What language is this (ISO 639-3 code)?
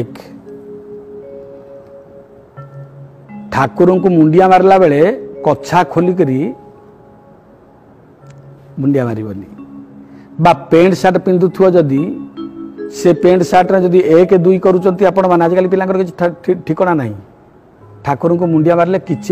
ori